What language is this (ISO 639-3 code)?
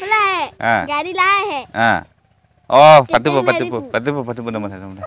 mjw